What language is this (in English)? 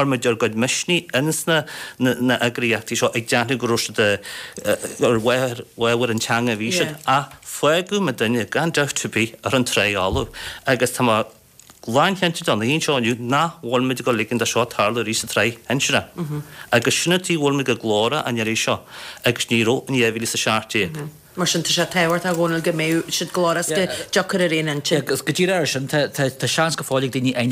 Irish